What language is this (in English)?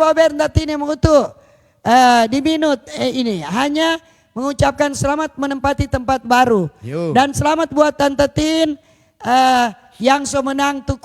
Manado Malay